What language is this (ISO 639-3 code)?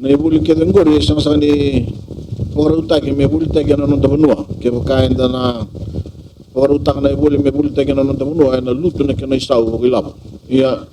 fij